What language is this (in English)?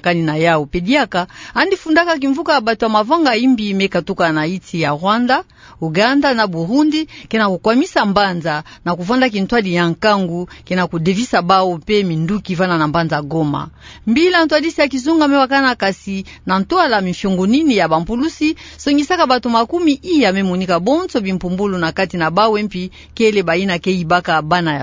Kituba (Democratic Republic of Congo)